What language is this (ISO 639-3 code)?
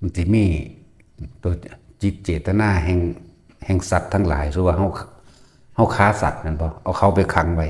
lao